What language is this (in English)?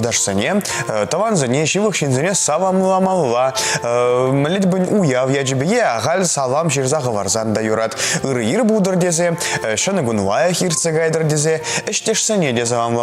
Chuvash